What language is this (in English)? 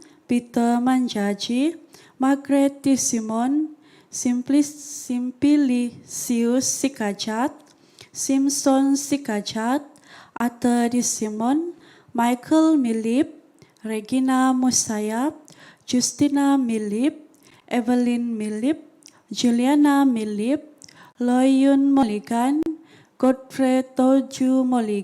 Central Dusun